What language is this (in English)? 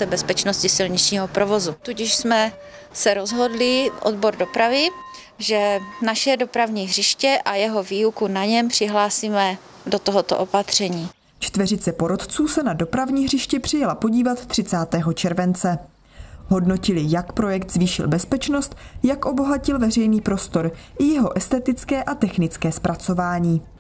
Czech